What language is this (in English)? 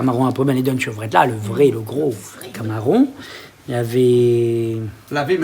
Réunion Creole French